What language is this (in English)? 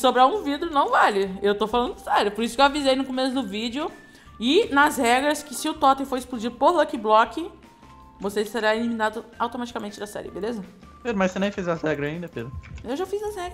Portuguese